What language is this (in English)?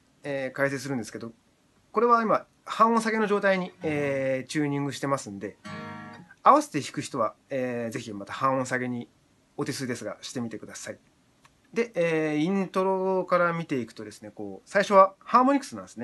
Japanese